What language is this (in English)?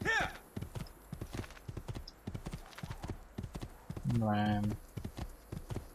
Bulgarian